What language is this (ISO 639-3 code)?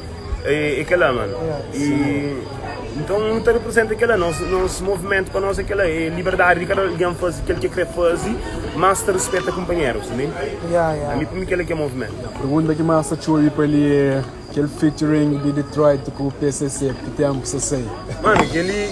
kea